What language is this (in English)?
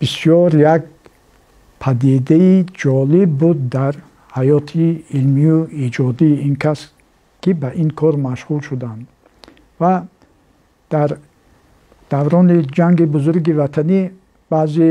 Tajik